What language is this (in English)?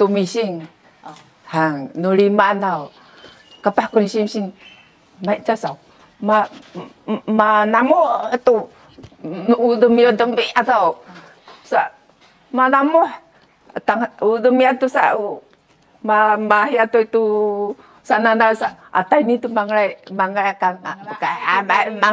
Sakizaya